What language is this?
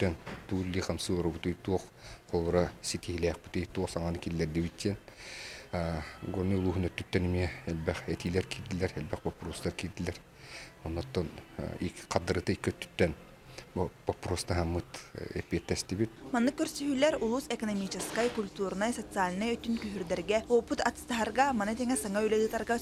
Yakut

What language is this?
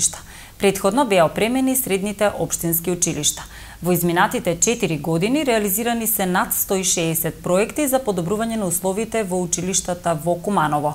Macedonian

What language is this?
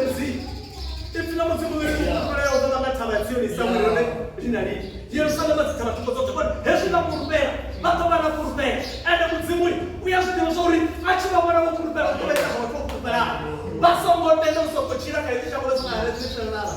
Venda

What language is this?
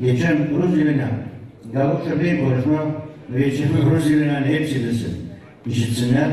Gagauz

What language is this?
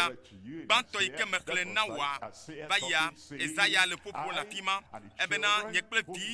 Ewe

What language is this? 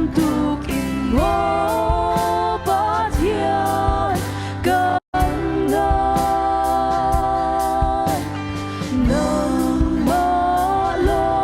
Hakha Chin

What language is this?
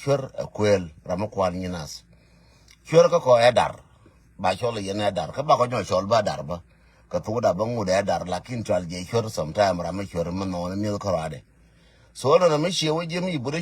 Nuer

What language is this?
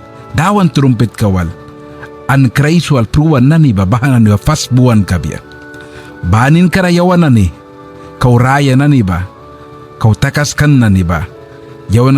Mískito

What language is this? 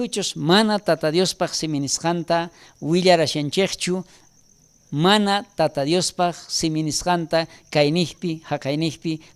South Bolivian Quechua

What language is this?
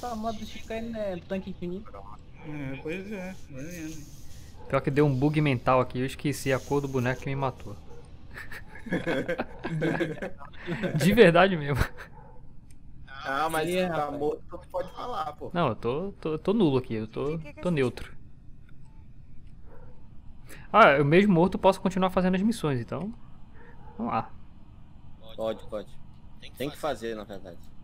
Portuguese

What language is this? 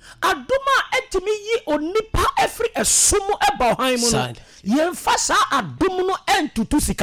Akan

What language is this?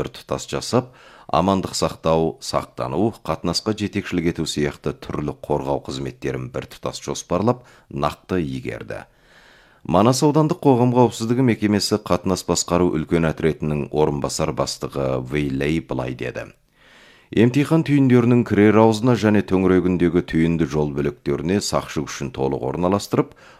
Kazakh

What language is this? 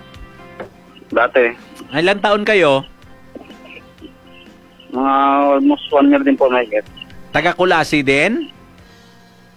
Filipino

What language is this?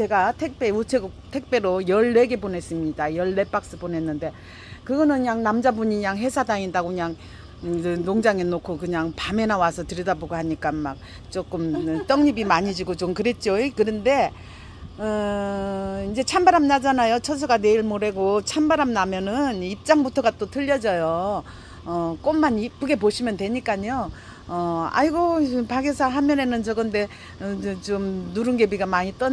Korean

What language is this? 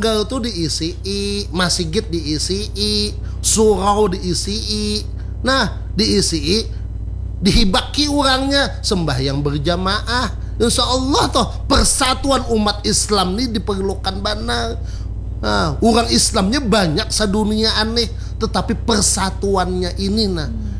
Banjar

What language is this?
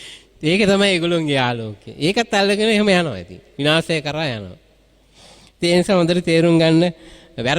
Sinhala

